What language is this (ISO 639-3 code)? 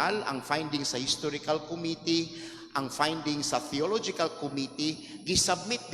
ceb